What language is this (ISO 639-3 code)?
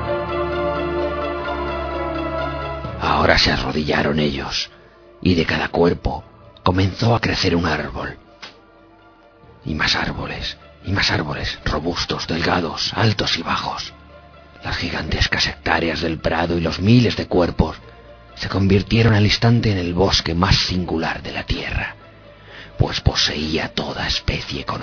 spa